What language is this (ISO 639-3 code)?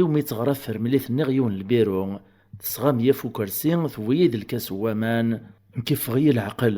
kab